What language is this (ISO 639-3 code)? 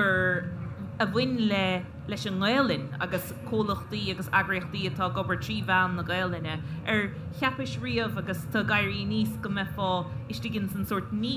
gle